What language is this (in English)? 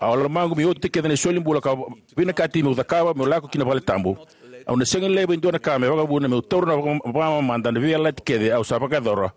Fijian